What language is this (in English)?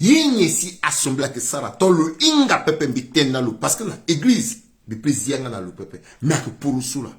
Sango